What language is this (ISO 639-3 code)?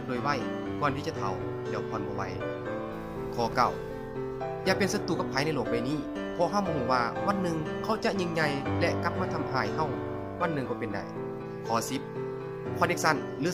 lao